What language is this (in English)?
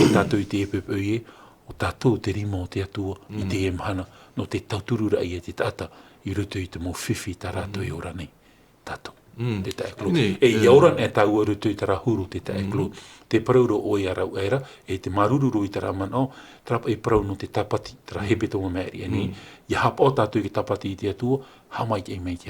Tahitian